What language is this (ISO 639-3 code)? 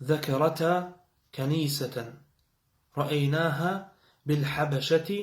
che